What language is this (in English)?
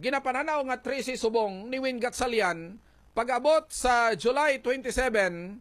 Hiligaynon